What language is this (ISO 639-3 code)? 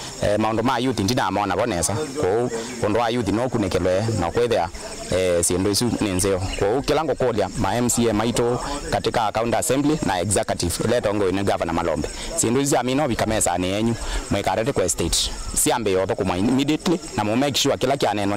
kam